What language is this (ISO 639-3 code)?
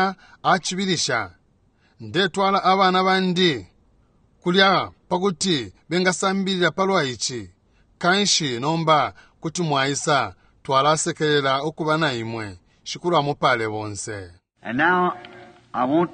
bem